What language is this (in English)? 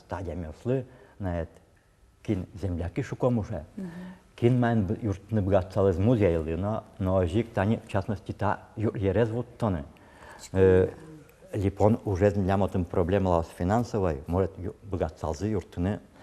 Udmurt